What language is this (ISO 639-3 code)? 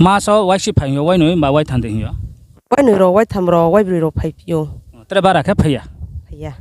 ria